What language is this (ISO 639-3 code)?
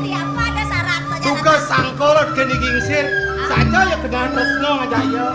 ban